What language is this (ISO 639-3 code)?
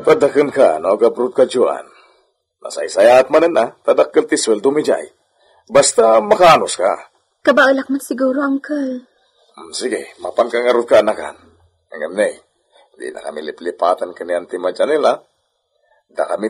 ilo